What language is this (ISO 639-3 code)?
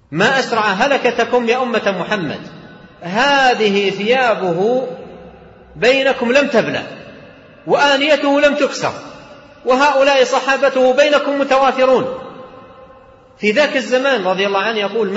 ara